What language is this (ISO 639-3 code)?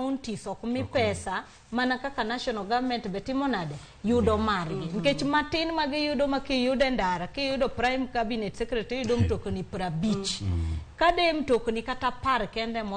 luo